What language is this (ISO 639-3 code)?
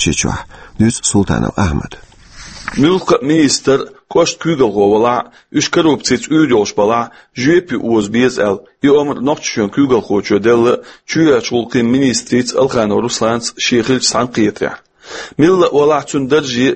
che